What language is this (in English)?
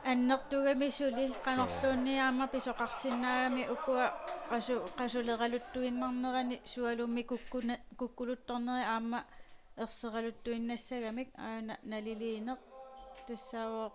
Kalaallisut